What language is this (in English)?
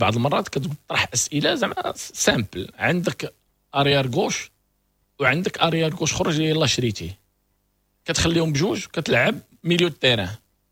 Moroccan Arabic